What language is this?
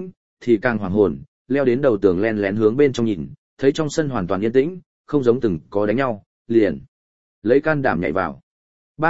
Vietnamese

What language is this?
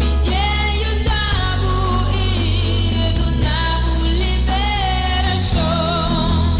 Papiamento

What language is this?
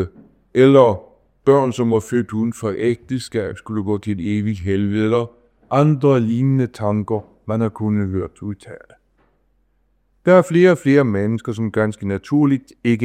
Danish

